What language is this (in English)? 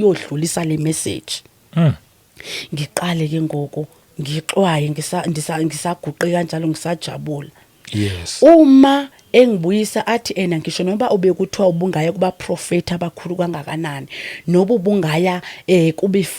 Zulu